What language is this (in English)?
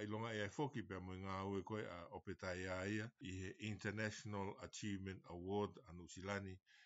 Tongan